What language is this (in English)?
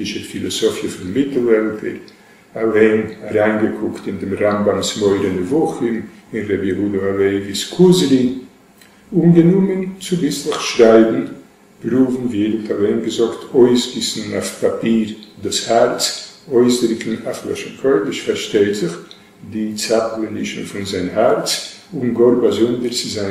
Yiddish